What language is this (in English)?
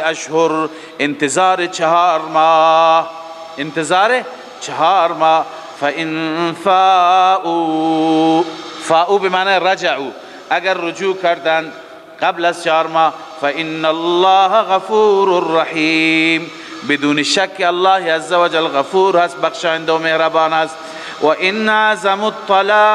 Persian